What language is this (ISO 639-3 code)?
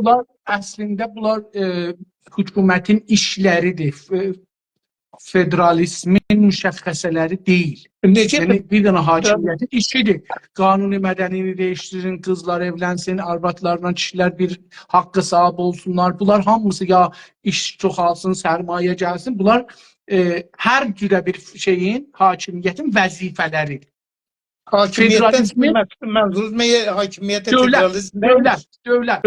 azb